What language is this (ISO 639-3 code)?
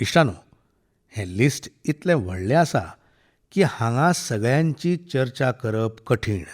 kok